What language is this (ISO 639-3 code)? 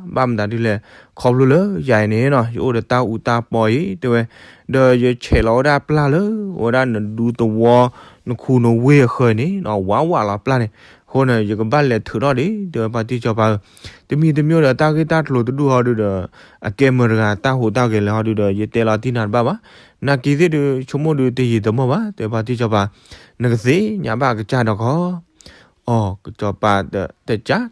ksw